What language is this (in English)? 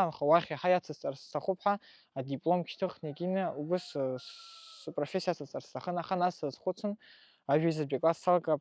Abkhazian